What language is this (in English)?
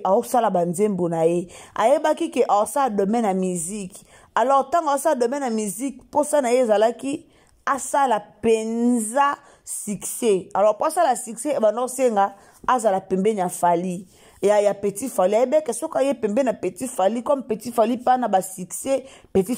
Lingala